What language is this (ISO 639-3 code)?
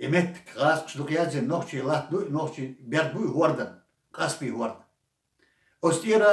che